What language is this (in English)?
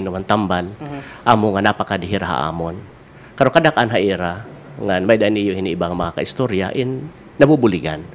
Waray